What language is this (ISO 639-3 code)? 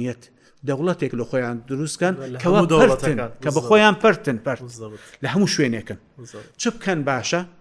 ckb